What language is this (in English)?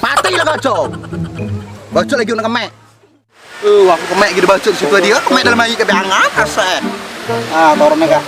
Musi